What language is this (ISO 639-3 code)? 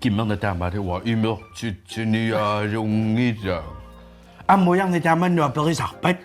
kal